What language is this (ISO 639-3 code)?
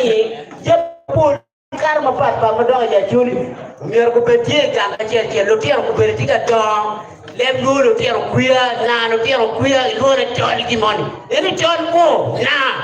ach